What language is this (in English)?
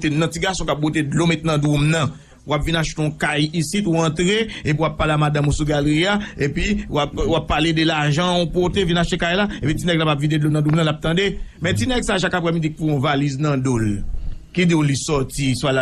Haitian Creole